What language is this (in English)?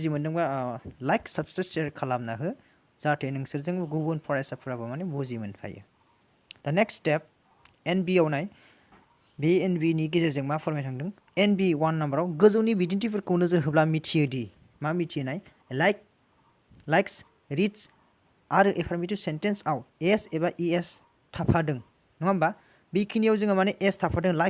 Bodo